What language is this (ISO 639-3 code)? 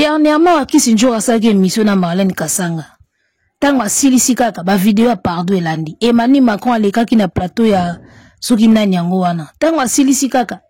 lin